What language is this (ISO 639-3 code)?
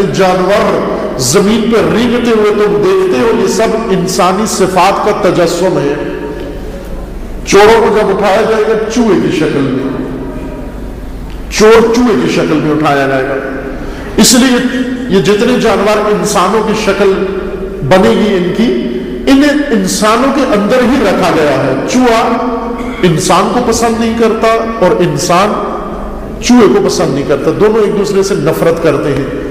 urd